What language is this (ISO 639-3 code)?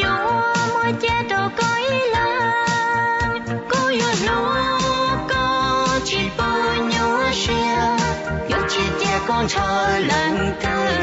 hmn